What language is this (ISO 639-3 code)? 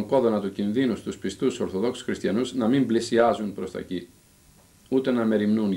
ell